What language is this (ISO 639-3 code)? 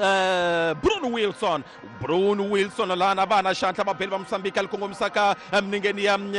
tso